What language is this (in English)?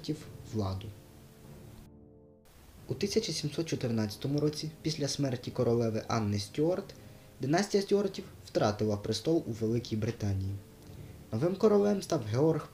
Ukrainian